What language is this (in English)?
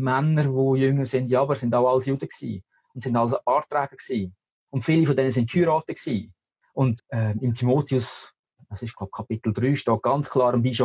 Swiss German